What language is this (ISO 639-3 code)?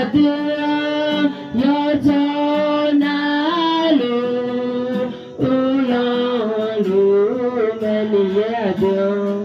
ahk